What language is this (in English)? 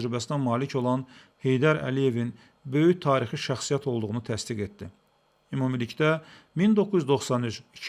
Azerbaijani